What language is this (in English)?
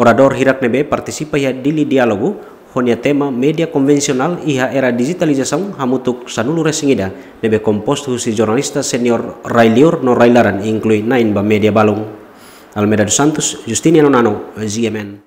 Tetum